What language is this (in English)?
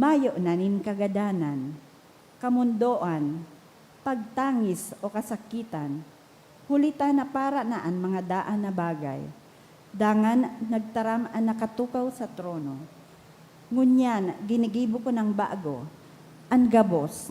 Bikol